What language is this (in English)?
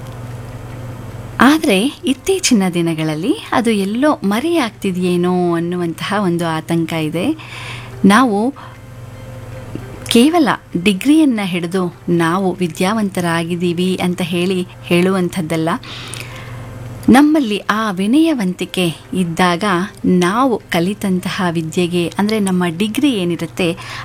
Kannada